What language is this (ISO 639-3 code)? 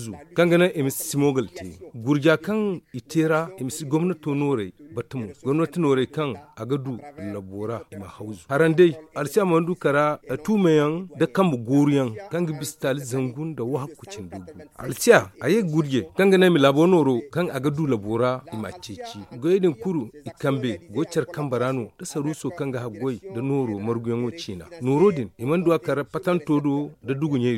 dje